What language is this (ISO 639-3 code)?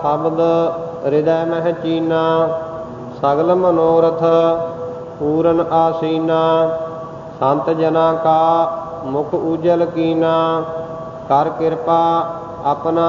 pan